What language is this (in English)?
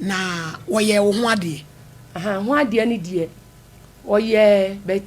Akan